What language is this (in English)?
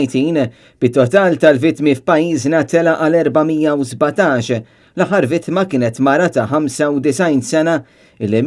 Maltese